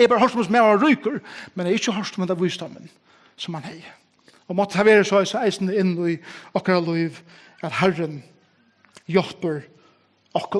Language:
Faroese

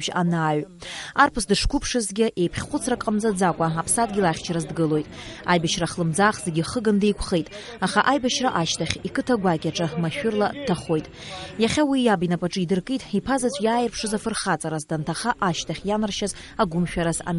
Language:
Abkhazian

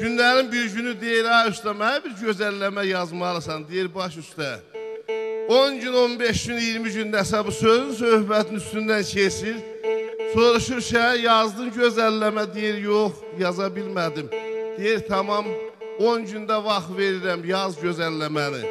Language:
South Azerbaijani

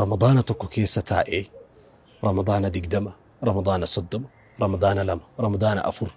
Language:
Oromo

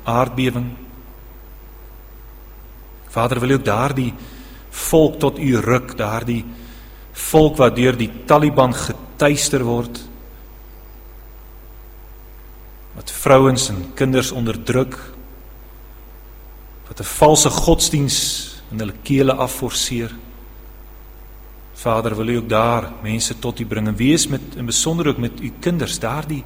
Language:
Afrikaans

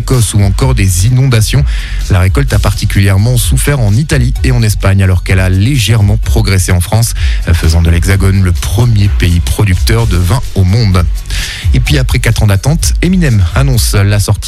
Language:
French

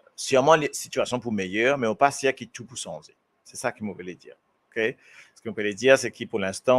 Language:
Morisyen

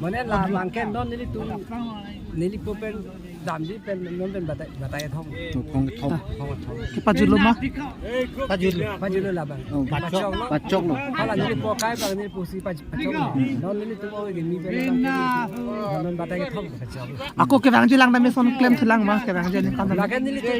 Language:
Karbi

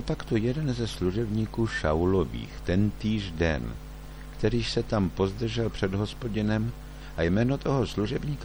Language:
Czech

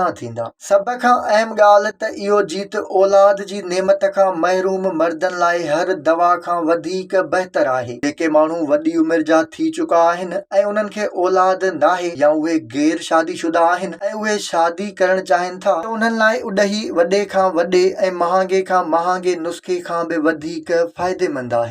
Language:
Sindhi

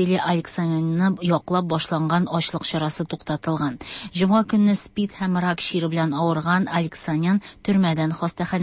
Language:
Tatar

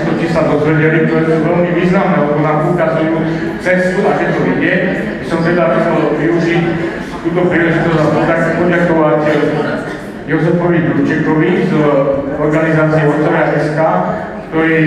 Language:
Slovak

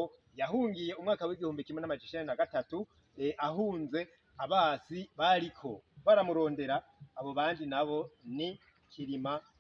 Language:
Rundi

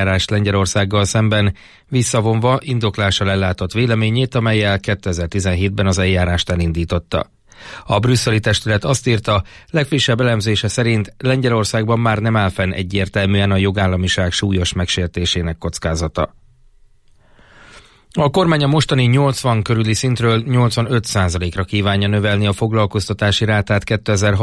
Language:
Hungarian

